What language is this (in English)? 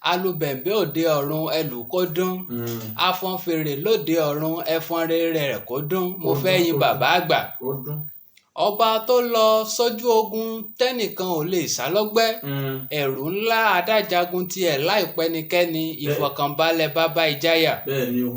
Yoruba